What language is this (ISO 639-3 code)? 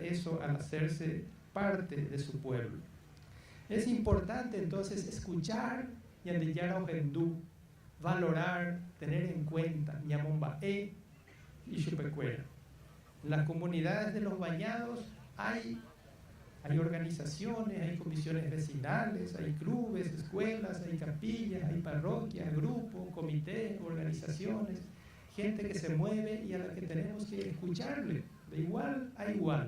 grn